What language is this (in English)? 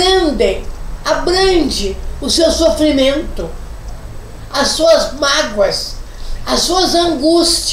Portuguese